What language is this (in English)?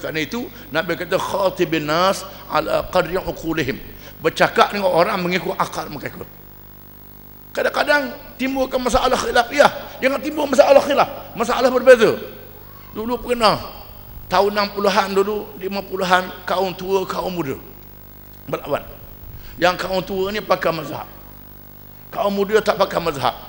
Malay